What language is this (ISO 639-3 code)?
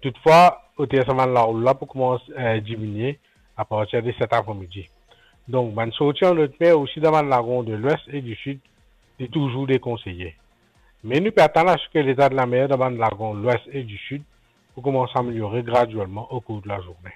mfe